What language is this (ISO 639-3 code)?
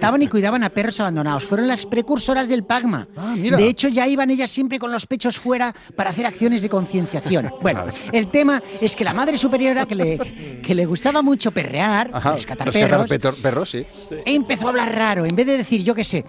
spa